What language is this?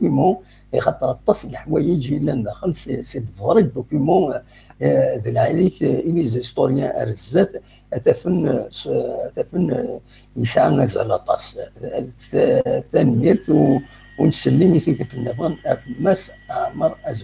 Kabyle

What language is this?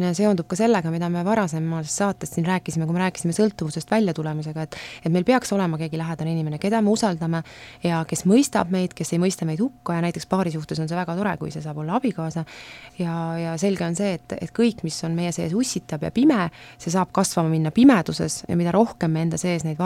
Estonian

